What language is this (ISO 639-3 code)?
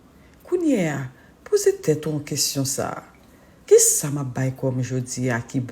hat